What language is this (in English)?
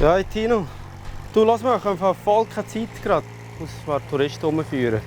Swiss German